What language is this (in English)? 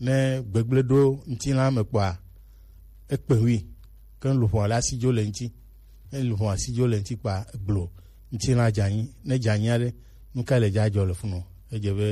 Gen